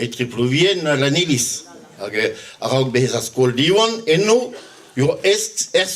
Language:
Breton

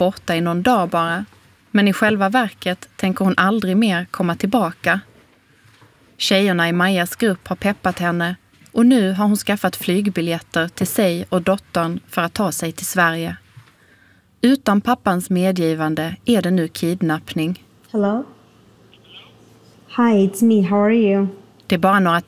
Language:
Swedish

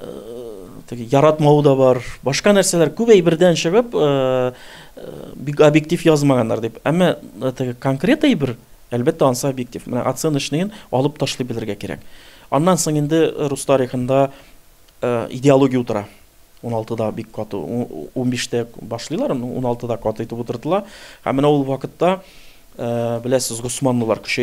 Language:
Tatar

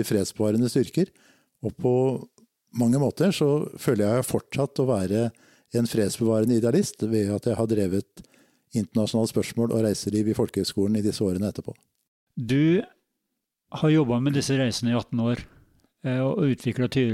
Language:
Norwegian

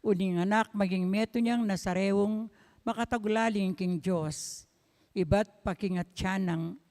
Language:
Pampanga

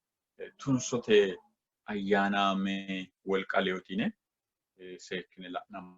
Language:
Sidamo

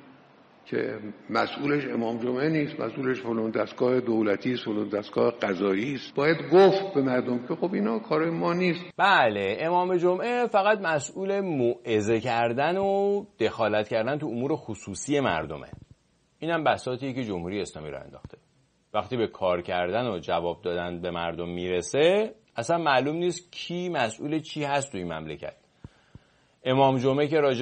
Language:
Persian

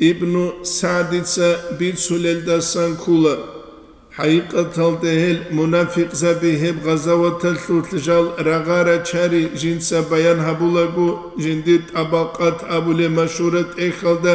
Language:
Avaric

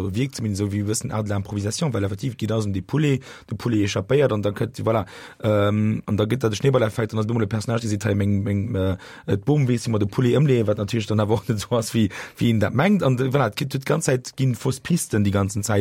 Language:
Luxembourgish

